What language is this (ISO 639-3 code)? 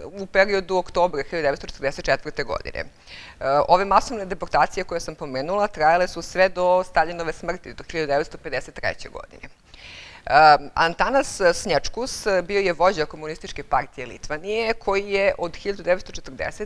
srp